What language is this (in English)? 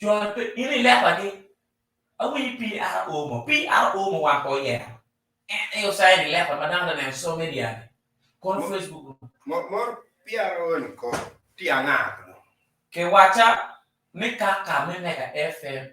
Acoli